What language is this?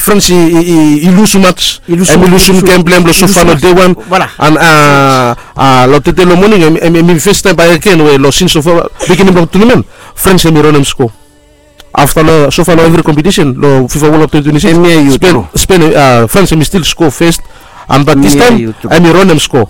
Bislama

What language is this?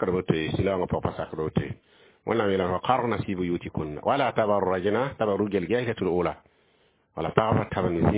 Mossi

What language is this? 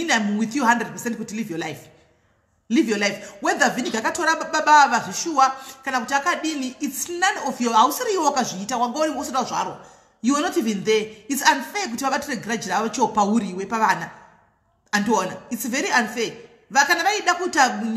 Shona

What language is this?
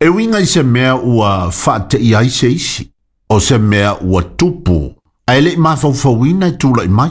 Samoan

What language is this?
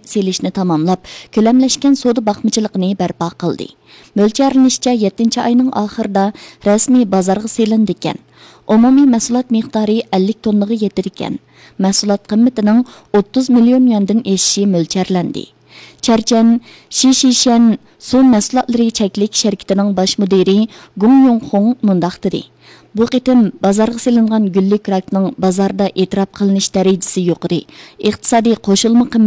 Uyghur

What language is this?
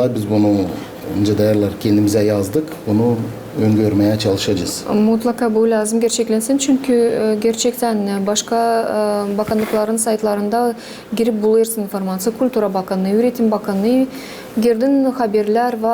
Gagauz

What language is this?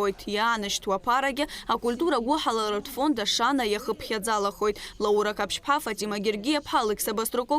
Abkhazian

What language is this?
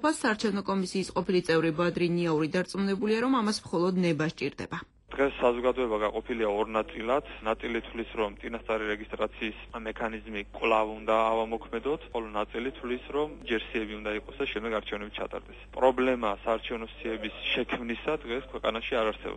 Georgian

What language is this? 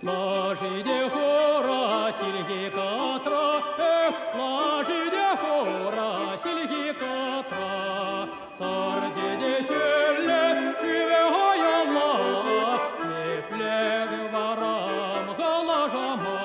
Chuvash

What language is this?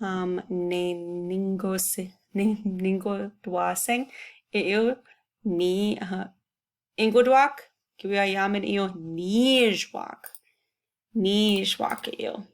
Chippewa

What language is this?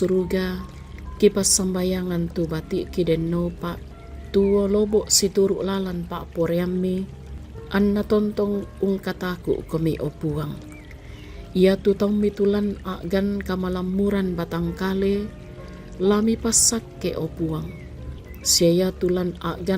Toraja-Sa'dan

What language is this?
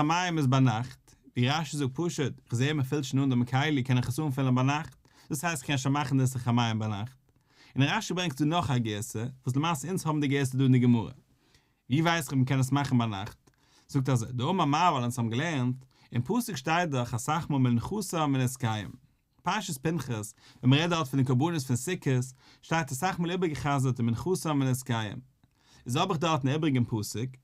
Yiddish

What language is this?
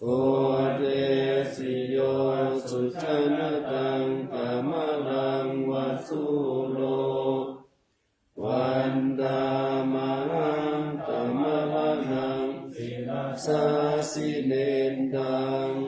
Pali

